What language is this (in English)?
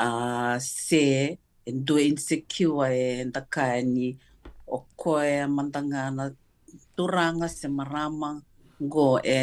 Fijian